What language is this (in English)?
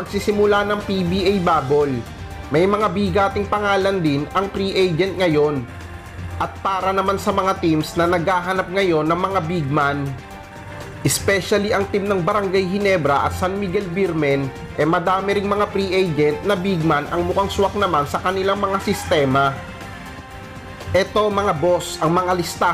Filipino